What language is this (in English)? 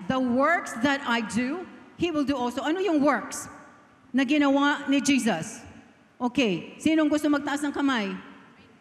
Filipino